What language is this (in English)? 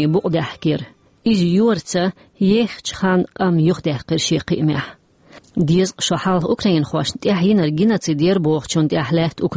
Chechen